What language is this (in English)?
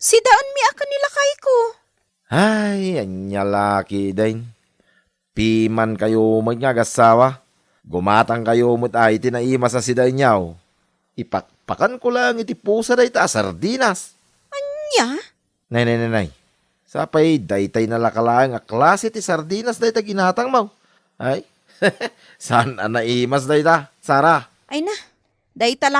Iloko